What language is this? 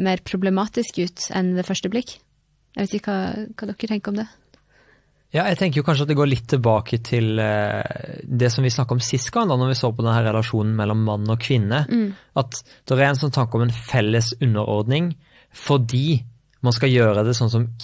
Norwegian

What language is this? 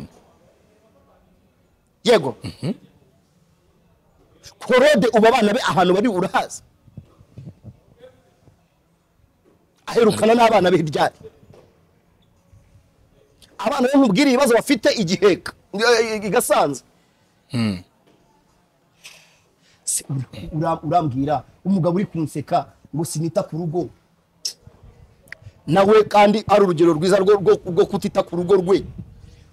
Kinyarwanda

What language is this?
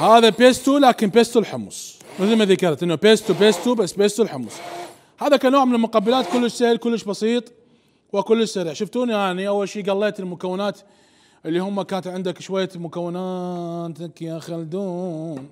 Mesopotamian Arabic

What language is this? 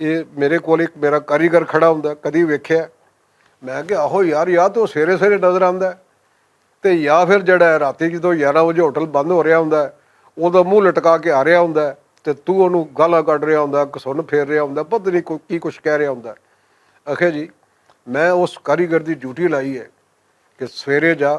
Western Panjabi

